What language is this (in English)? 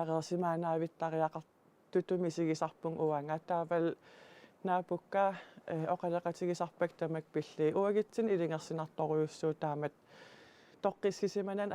Kalaallisut